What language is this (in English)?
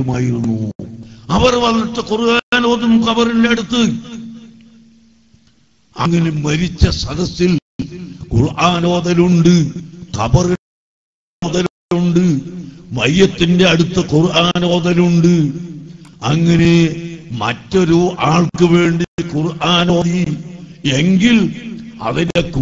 Malayalam